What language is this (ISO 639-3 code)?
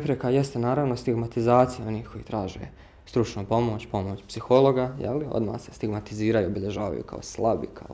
bos